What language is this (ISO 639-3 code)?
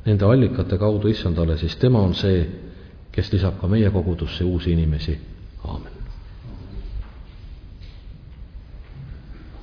est